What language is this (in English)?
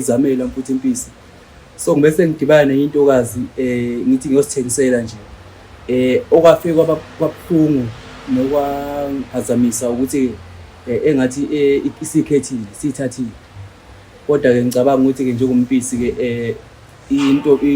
Zulu